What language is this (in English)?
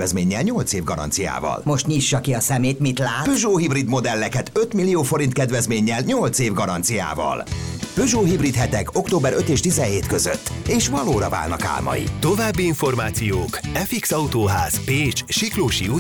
Hungarian